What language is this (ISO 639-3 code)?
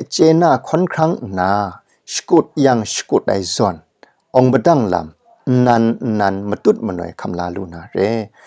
kac